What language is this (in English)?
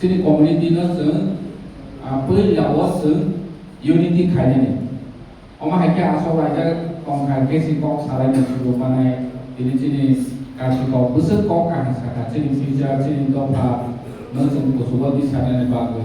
Kok Borok